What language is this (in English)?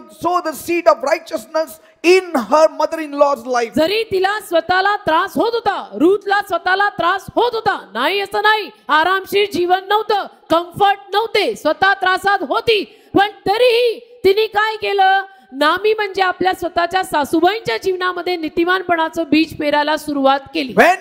Marathi